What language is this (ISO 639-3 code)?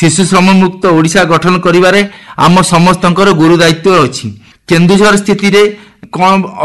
ori